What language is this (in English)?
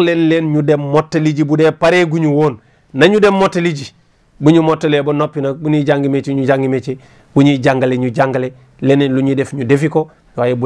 Wolof